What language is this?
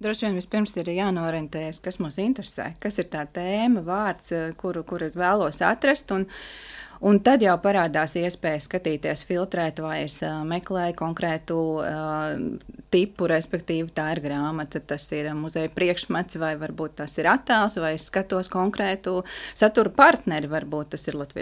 Latvian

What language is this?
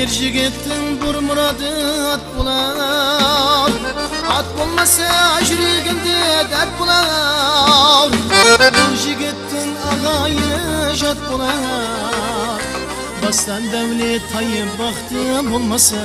Kara-Kalpak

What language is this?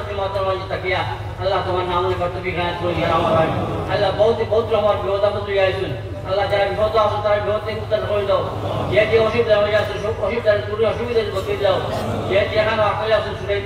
Sylheti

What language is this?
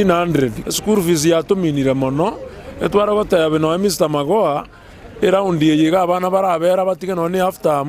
Gusii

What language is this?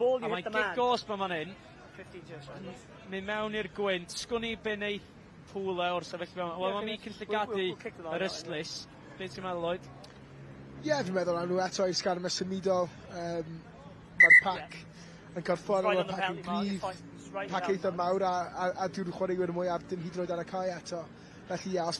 Welsh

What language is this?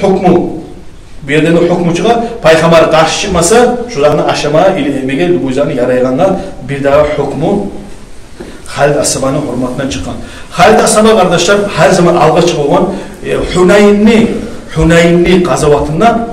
Kumyk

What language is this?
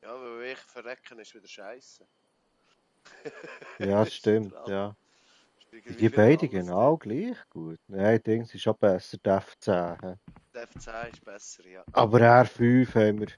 Swiss German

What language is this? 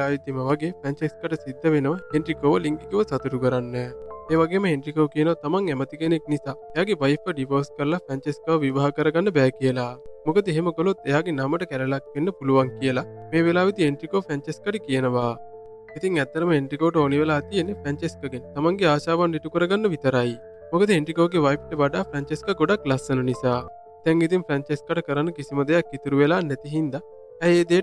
Sinhala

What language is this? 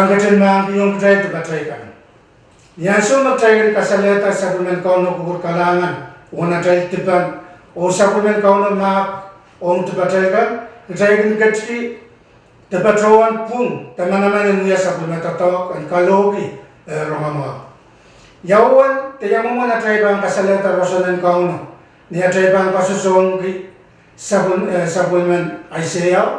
Pohnpeian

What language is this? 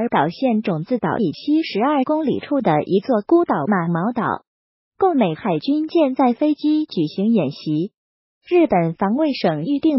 Chinese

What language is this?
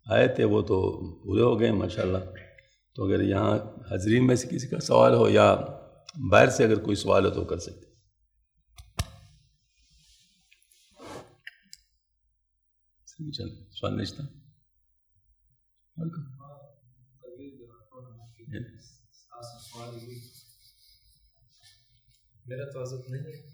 Urdu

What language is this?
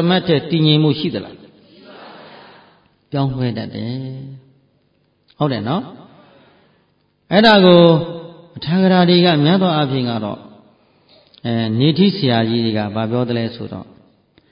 Burmese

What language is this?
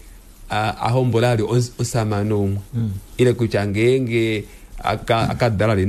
Kuanyama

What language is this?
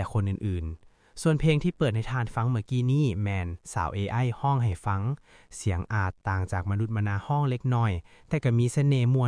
Lao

